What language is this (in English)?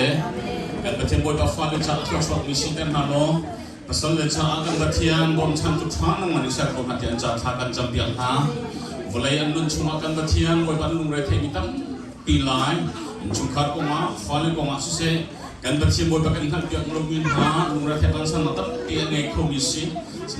Hakha Chin